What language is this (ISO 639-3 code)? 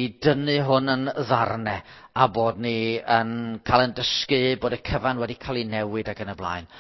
cym